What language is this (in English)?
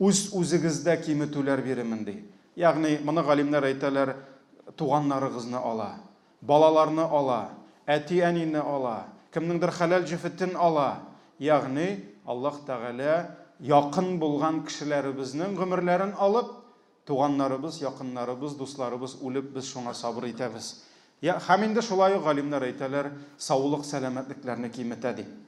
Tatar